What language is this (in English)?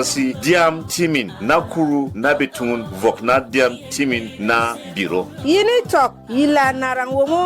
Berom